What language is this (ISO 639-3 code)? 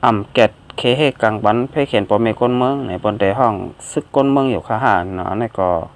shn